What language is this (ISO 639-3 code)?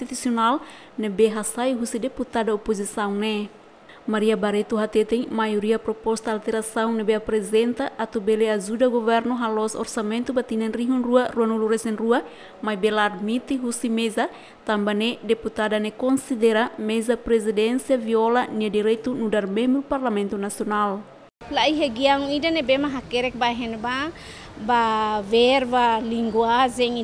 tet